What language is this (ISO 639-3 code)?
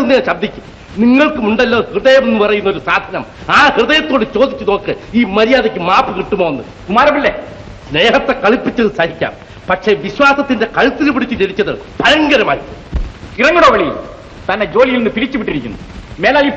mal